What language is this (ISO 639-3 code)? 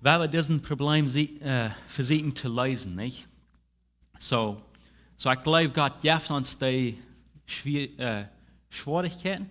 pdt